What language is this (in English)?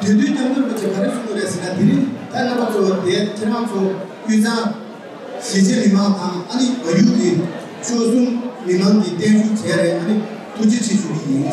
Tibetan